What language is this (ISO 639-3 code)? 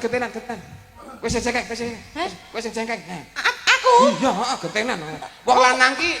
jav